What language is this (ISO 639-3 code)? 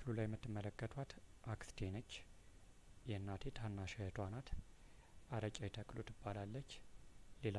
amh